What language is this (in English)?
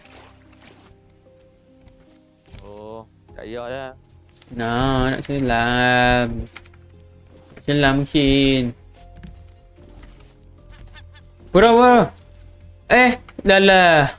Malay